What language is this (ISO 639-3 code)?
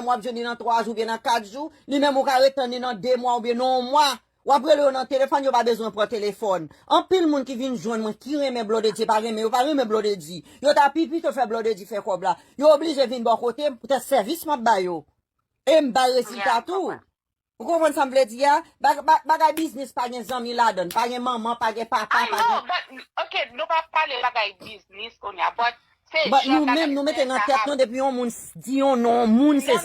hat